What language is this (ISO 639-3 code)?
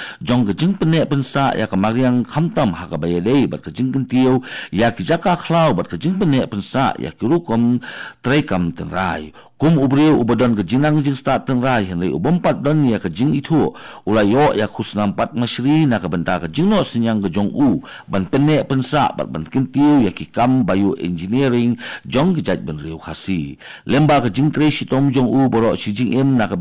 kha